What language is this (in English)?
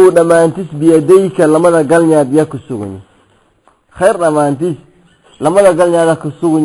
Somali